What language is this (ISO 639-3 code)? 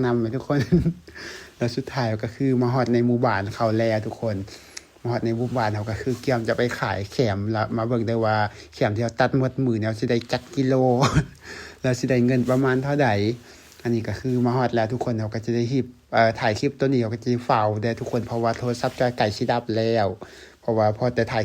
lao